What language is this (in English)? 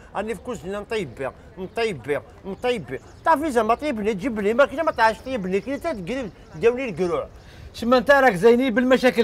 Algerian Arabic